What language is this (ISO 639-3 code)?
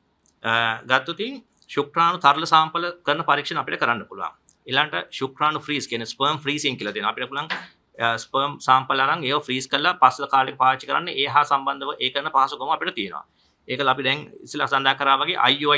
sin